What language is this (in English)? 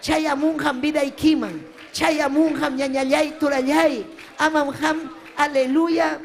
Ayacucho Quechua